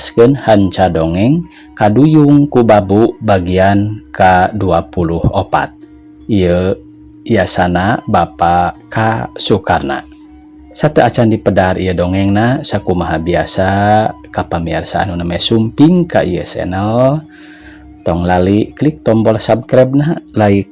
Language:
Sundanese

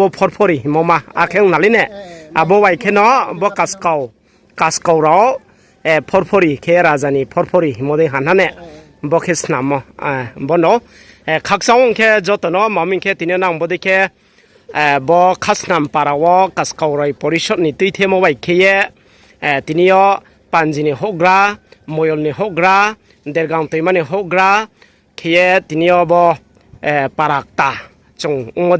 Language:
Riang (India)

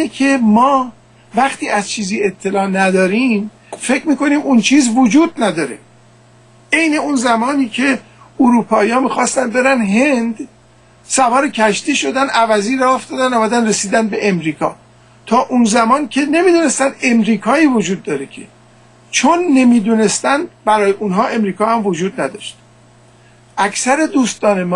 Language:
Persian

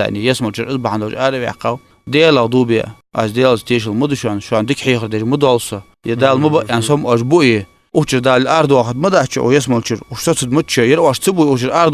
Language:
Ingush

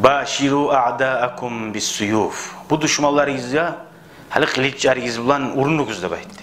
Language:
Kumyk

